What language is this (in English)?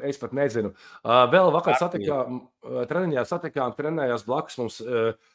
Latvian